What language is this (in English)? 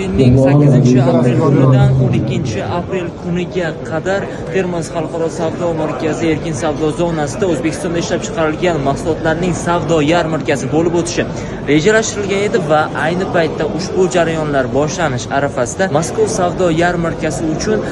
Uzbek